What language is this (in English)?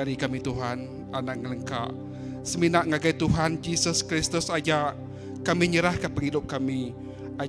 Iban